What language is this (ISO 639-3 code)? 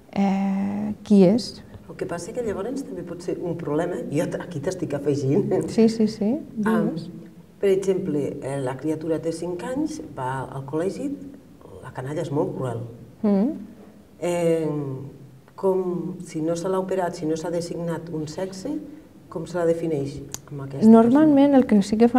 cat